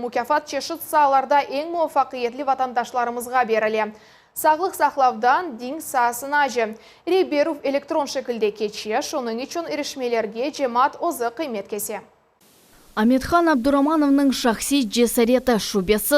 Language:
Crimean Tatar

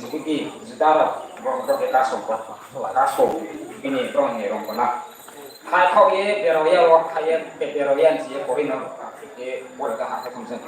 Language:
Riang (India)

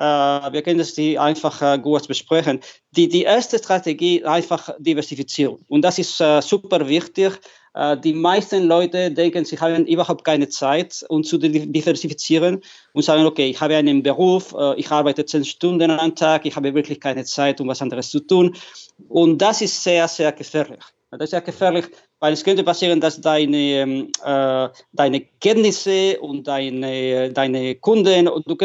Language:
German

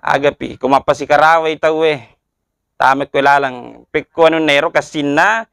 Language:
Buginese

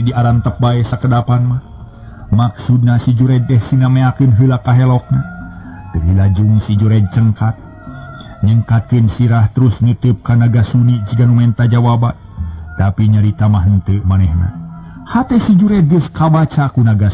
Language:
Sundanese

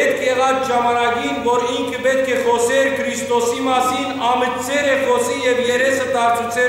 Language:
Western Armenian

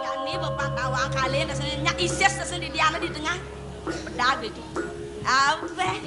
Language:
Balinese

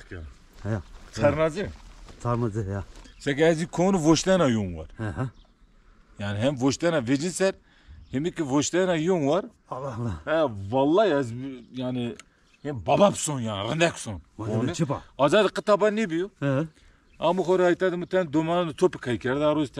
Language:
Zaza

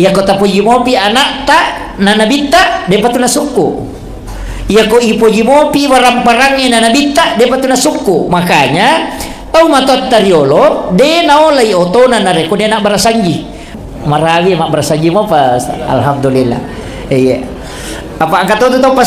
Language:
Buginese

